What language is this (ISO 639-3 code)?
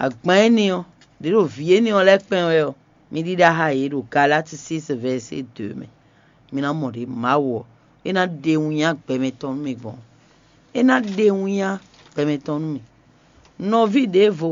fon